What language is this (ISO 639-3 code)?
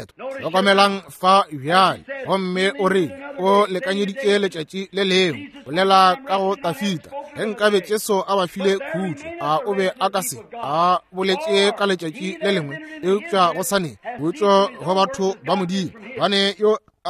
nso